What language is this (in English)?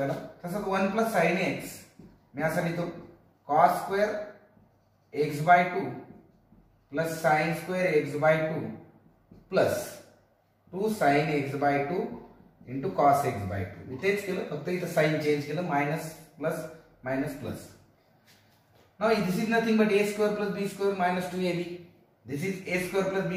Marathi